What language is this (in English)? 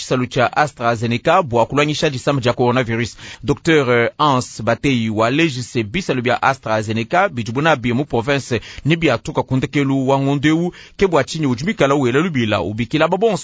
Luba-Lulua